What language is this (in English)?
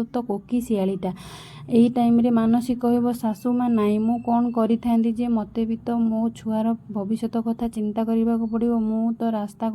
Odia